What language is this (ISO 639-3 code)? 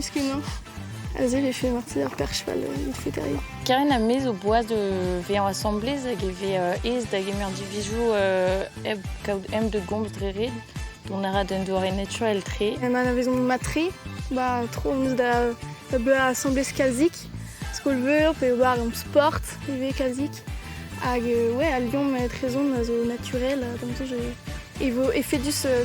bre